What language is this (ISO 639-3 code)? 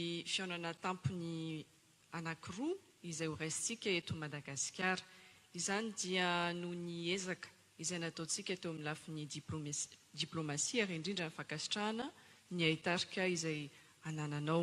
mlg